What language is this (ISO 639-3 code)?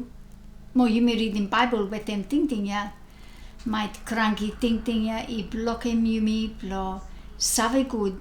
bis